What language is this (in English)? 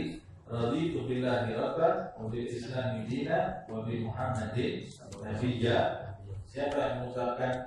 Indonesian